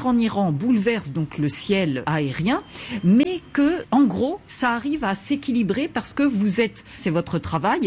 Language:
French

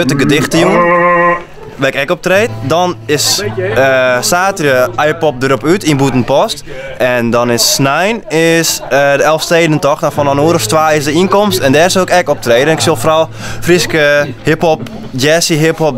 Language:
Western Frisian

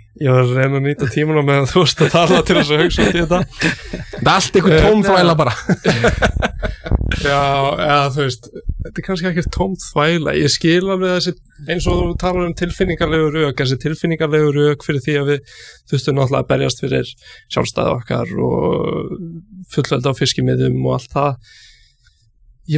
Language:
Icelandic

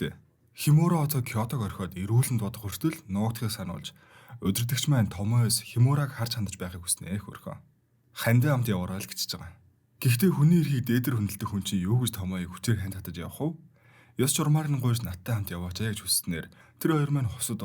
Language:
Mongolian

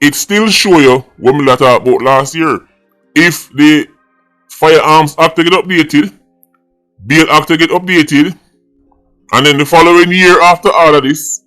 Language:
Jamaican Creole English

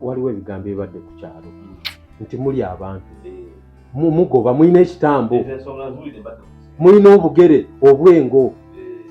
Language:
Ganda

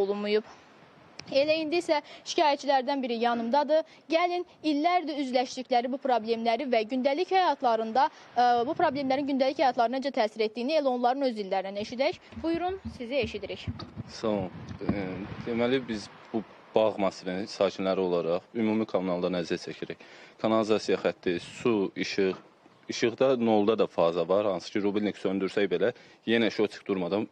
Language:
Azerbaijani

